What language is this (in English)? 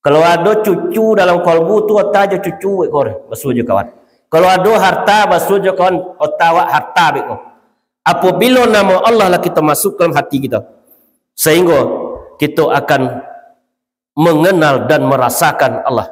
Minangkabau